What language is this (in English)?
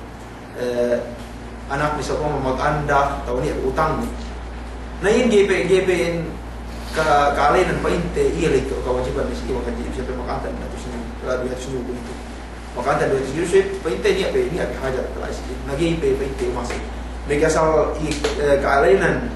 Yakan